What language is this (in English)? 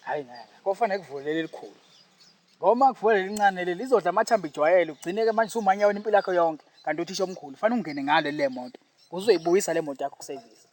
Zulu